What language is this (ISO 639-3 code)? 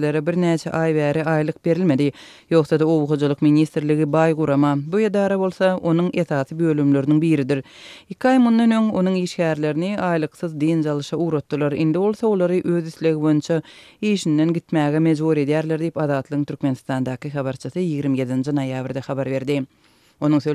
tuk